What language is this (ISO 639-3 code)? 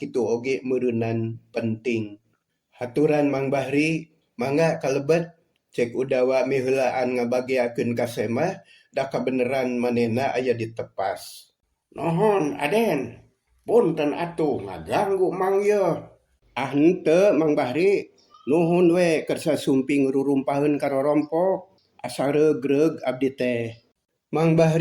sun